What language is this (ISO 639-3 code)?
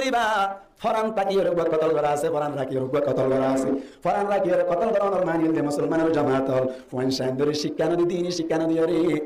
rhg